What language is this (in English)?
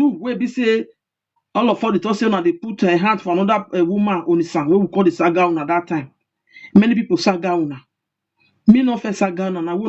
Nigerian Pidgin